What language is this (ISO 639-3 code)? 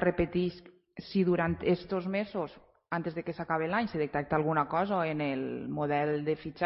cat